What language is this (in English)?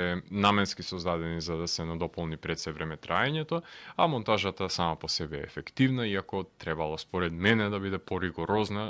Macedonian